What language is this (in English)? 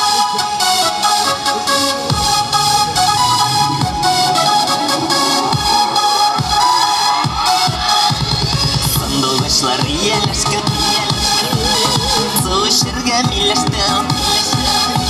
Kazakh